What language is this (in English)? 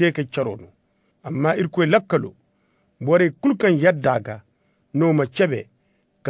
Zarma